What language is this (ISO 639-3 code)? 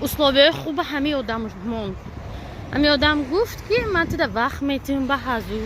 tgk